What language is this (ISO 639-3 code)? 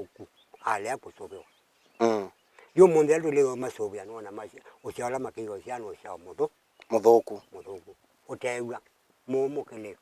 kam